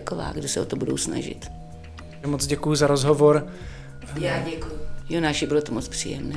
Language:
Czech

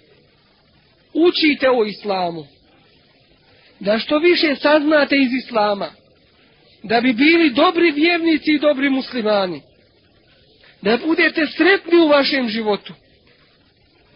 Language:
Bosnian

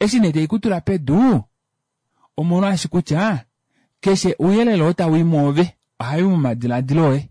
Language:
Kuanyama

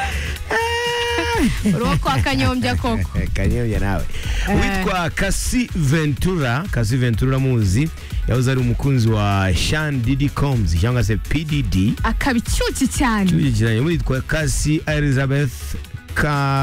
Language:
Kinyarwanda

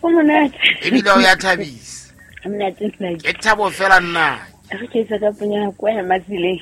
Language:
Southern Sotho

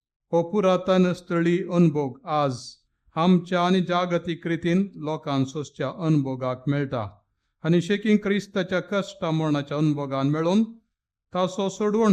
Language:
Konkani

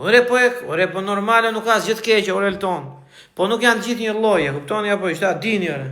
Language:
Albanian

